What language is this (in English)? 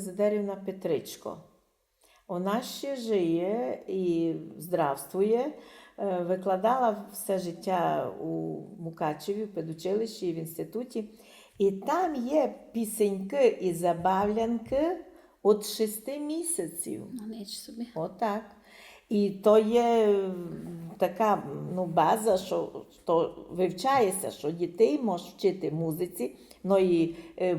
Rusyn